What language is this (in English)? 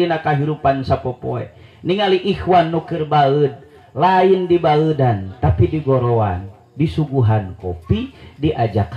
Sundanese